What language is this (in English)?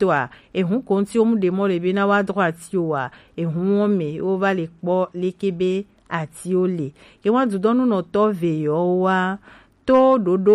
Gen